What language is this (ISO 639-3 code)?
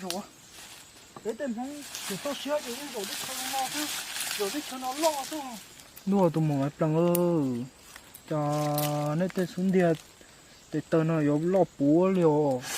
hmn